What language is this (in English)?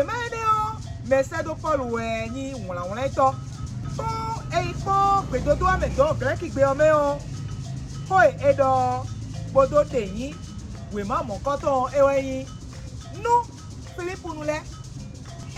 Fon